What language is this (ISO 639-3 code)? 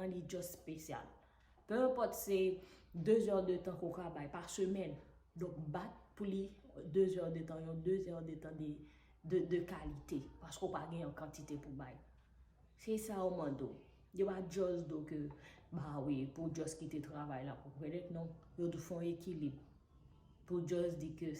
hat